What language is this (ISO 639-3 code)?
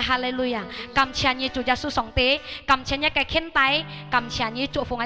hak